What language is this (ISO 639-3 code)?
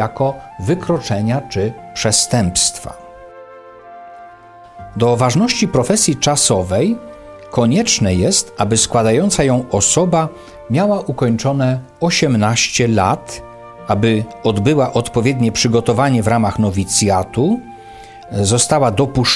pol